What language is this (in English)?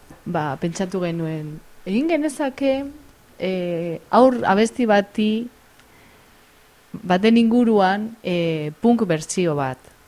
Basque